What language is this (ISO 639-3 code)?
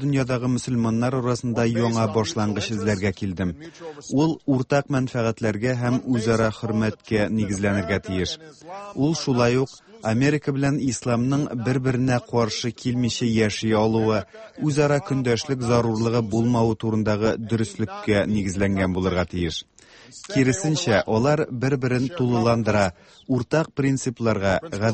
tat